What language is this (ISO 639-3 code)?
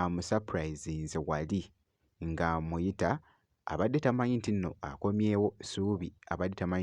lug